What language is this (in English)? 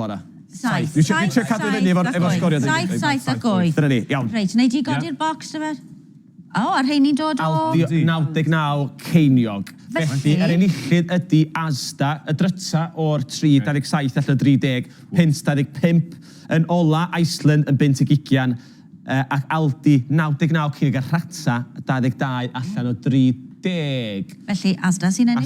Welsh